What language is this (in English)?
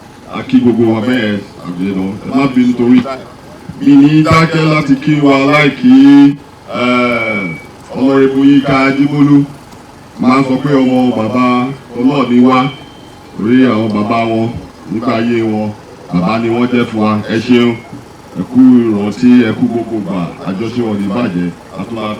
Yoruba